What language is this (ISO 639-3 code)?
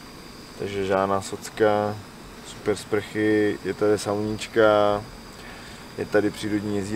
ces